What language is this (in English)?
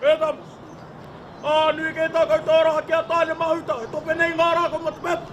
Māori